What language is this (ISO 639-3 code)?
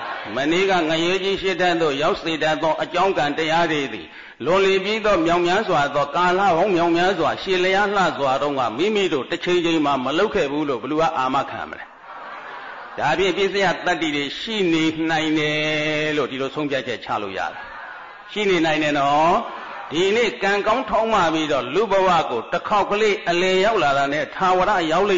mya